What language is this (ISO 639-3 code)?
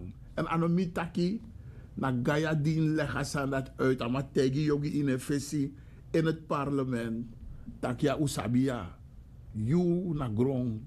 srn